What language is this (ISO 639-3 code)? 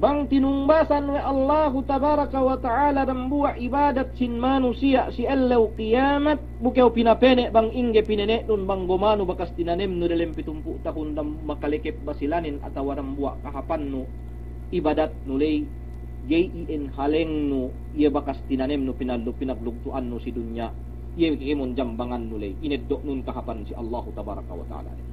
yka